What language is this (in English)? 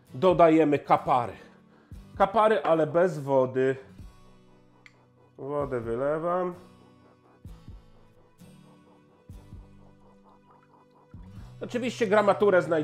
Polish